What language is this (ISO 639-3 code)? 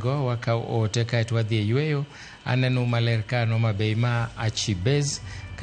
luo